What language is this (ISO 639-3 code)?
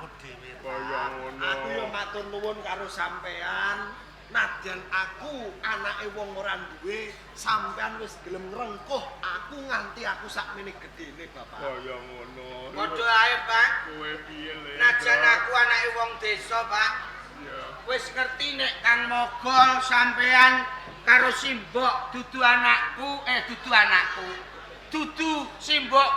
jav